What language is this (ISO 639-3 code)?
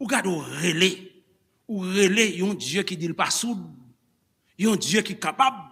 hat